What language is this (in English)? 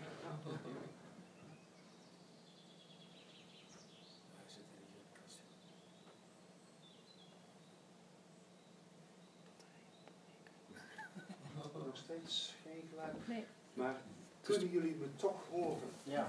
Dutch